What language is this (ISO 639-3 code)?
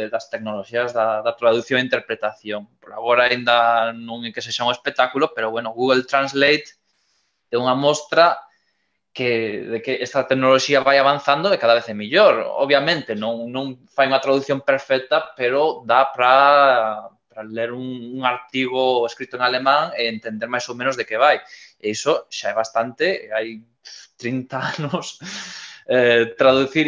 glg